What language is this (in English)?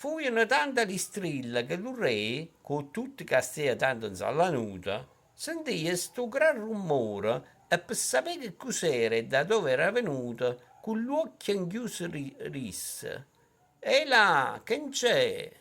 Neapolitan